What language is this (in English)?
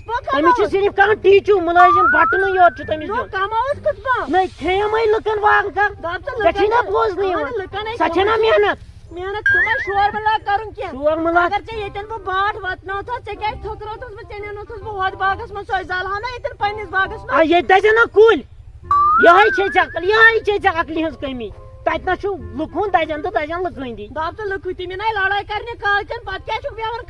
Kashmiri